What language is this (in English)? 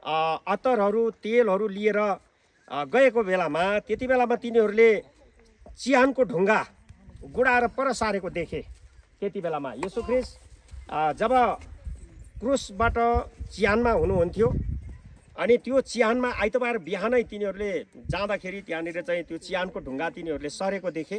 Nepali